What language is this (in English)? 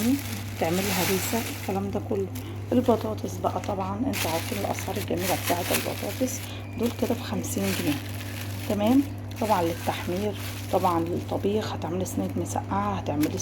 Egyptian Arabic